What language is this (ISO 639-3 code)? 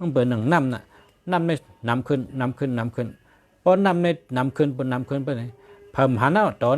shn